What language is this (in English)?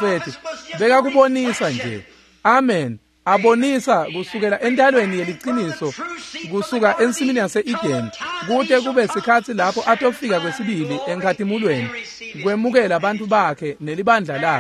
Swati